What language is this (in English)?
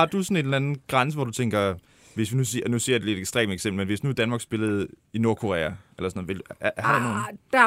Danish